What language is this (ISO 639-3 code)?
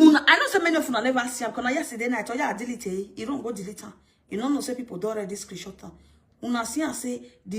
pcm